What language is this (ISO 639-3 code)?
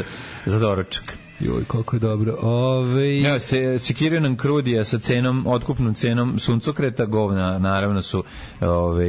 srp